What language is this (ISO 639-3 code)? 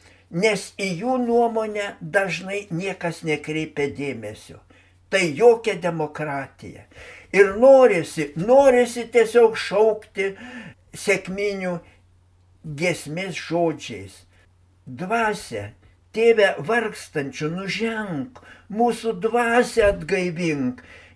lit